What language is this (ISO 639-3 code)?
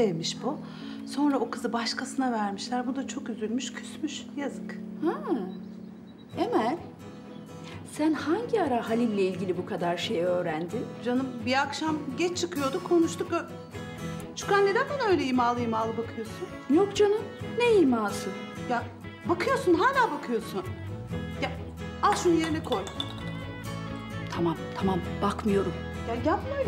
tur